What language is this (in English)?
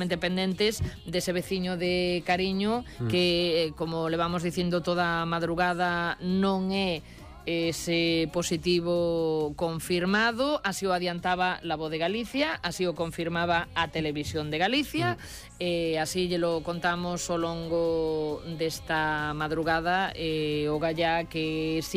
Galician